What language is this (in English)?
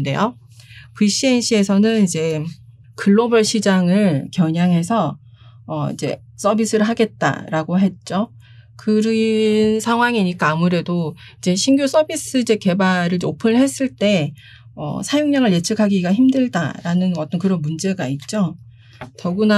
Korean